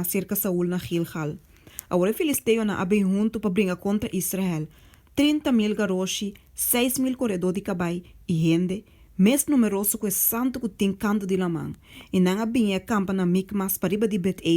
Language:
Papiamento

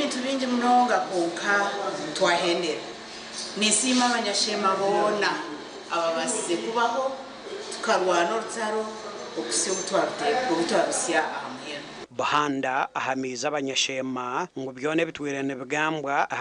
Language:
Nyankole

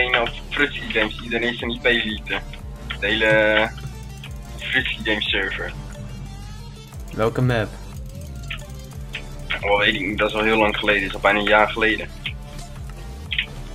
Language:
Dutch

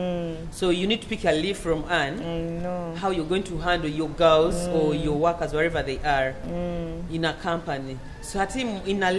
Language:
Nyoro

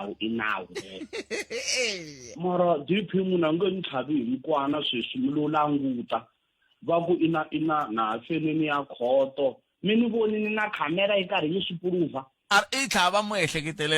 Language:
Tsonga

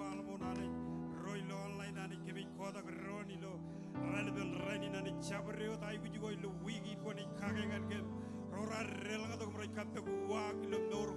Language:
Marshallese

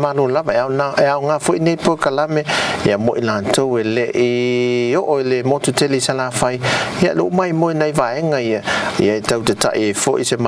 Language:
Samoan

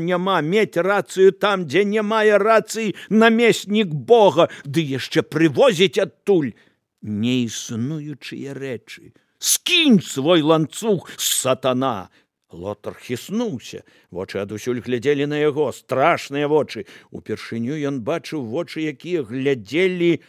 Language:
Belarusian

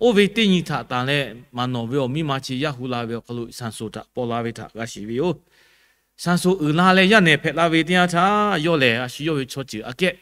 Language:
Lahu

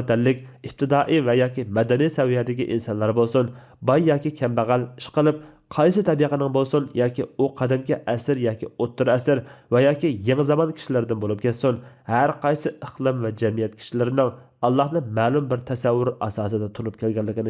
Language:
Uyghur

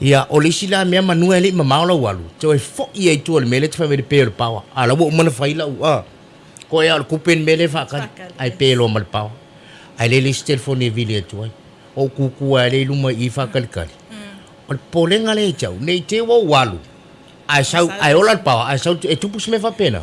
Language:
Samoan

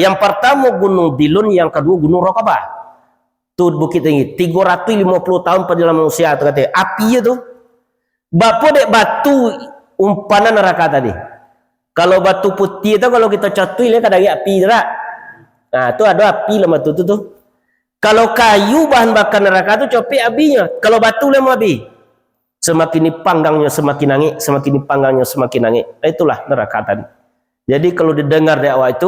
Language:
Minangkabau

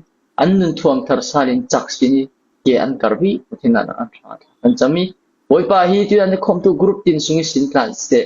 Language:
Falam Chin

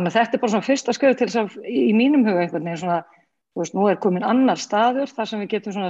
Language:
Icelandic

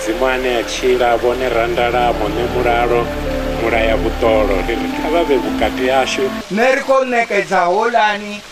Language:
Venda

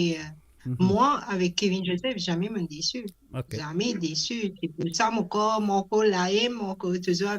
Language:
Morisyen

